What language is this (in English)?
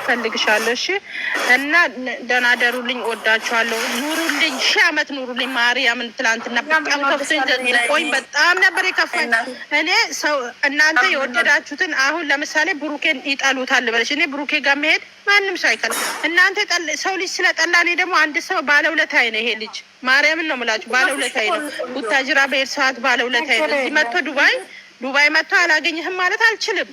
Amharic